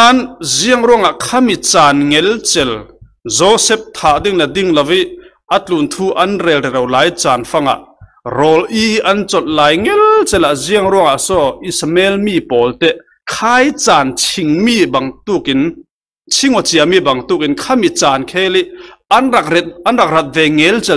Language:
Falam Chin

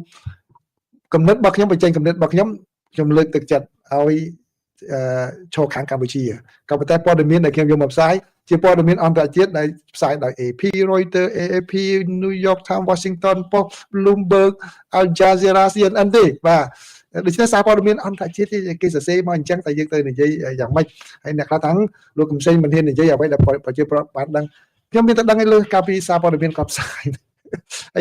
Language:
Khmer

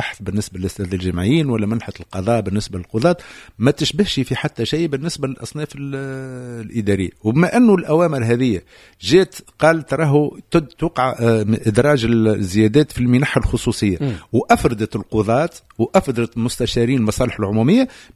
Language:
Tunisian Arabic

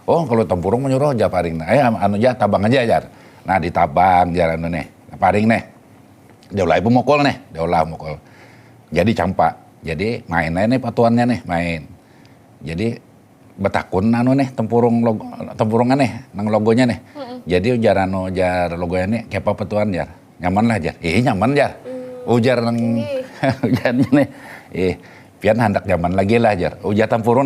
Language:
Banjar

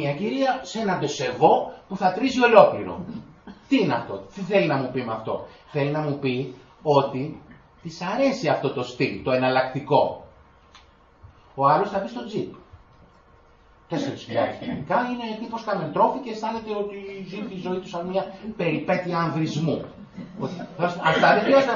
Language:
Greek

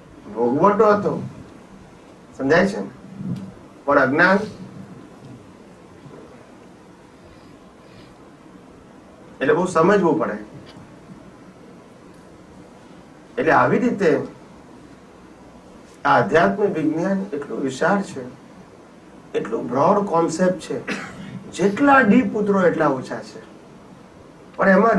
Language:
Gujarati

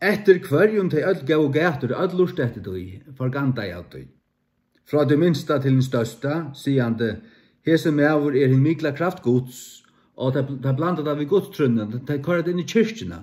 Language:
Faroese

